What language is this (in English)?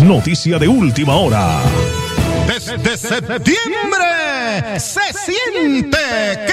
Spanish